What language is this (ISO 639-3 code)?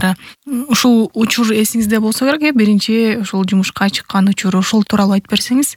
kir